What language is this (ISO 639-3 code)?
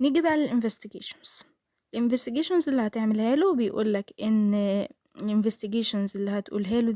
arz